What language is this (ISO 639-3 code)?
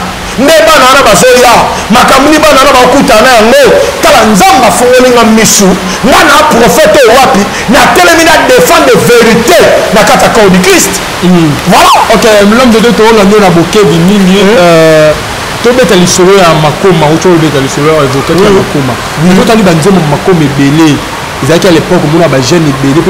lin